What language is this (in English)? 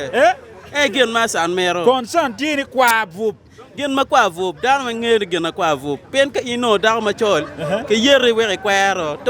Acoli